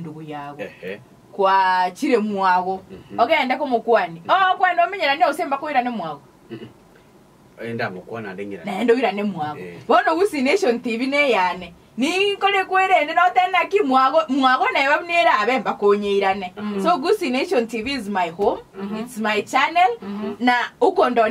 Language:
Gusii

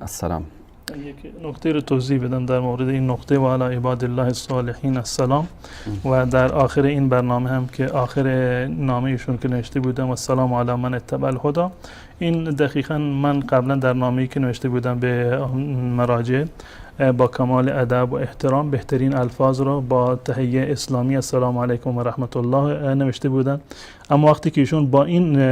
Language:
Persian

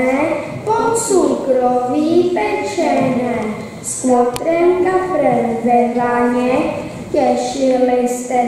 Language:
Czech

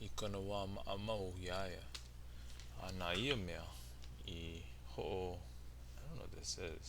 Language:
Hawaiian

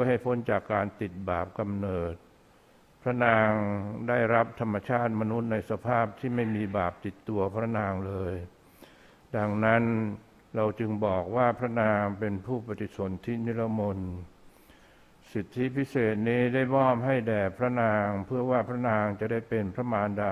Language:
Thai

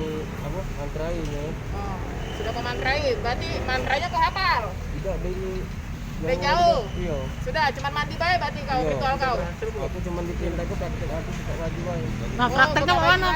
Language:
Musi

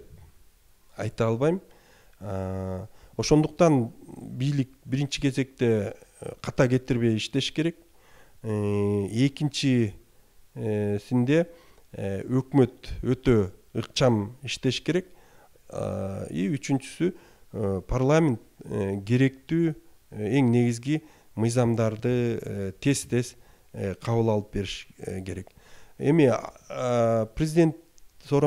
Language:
Kyrgyz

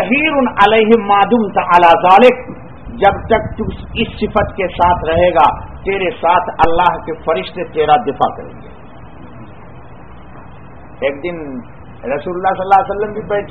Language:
Urdu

